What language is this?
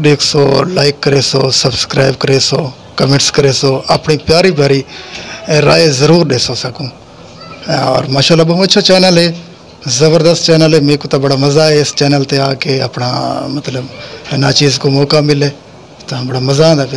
Saraiki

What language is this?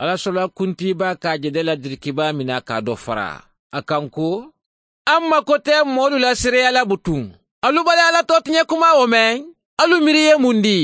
Mandingo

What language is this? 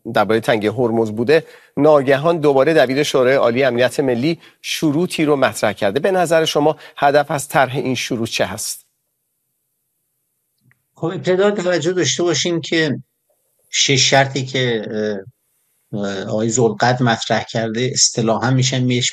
Persian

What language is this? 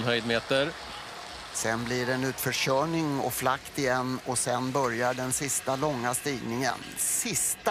Swedish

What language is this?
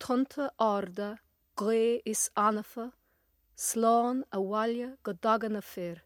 Irish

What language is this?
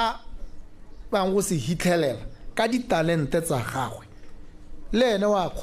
Tswana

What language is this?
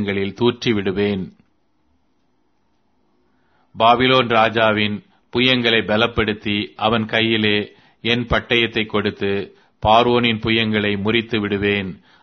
Tamil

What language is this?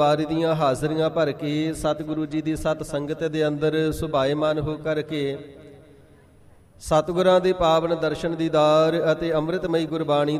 Punjabi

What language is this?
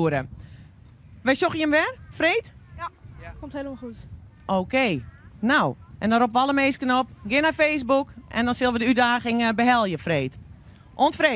Western Frisian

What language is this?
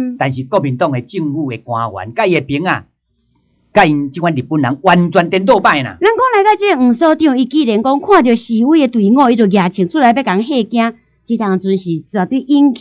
Min Nan Chinese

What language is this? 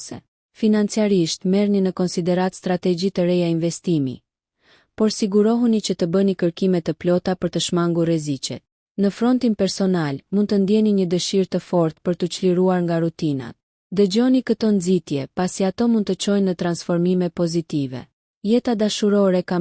Albanian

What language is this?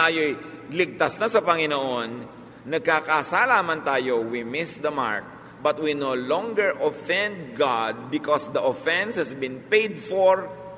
Filipino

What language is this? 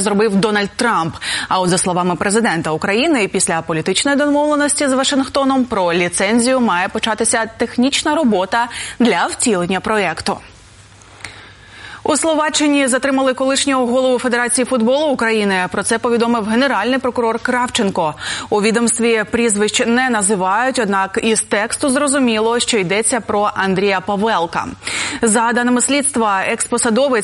Ukrainian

